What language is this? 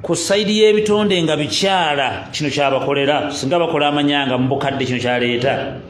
Ganda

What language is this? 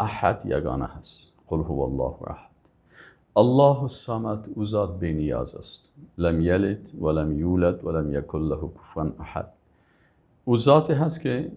Persian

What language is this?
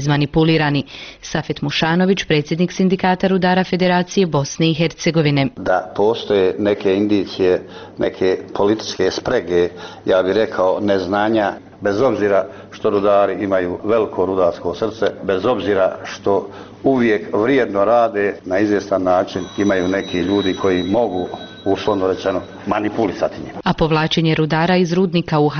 Bosnian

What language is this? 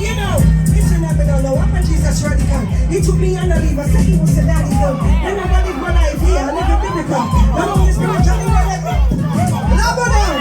Jamaican Creole English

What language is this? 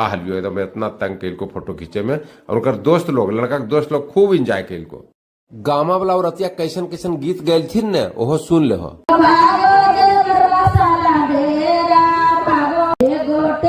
Magahi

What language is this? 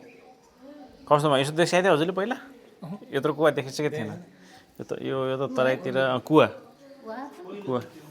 Nepali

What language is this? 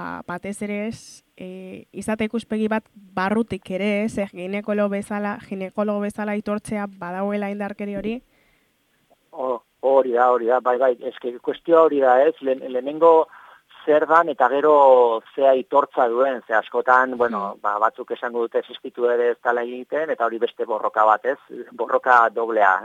Basque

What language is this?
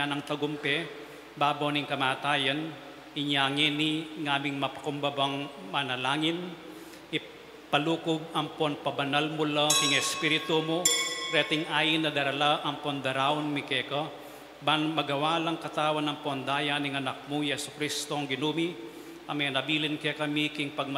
Pampanga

